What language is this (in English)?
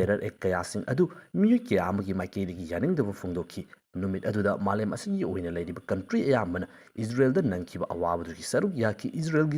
Manipuri